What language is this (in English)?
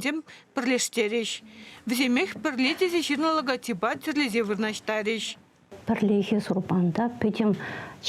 Chuvash